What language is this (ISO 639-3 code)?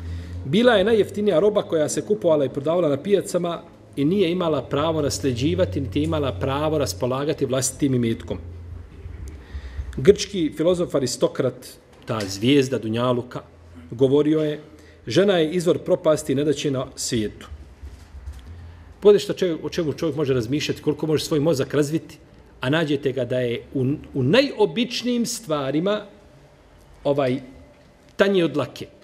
bos